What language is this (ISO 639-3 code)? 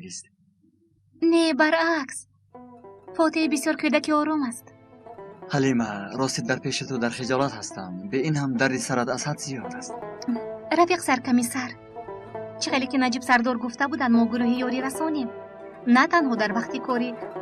tgk